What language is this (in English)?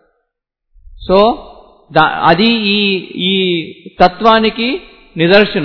Telugu